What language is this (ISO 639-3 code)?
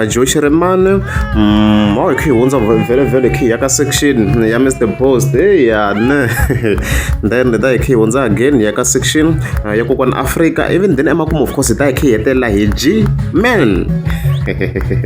tso